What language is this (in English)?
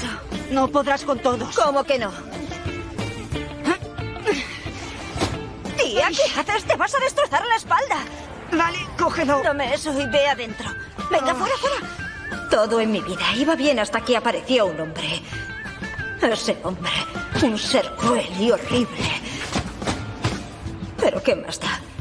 Spanish